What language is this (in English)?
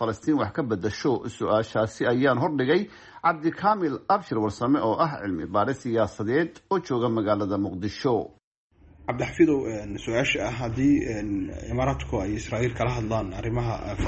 Somali